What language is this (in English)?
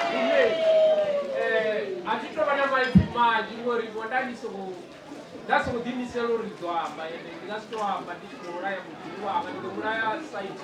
Venda